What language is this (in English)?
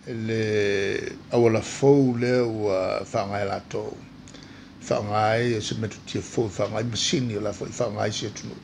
Samoan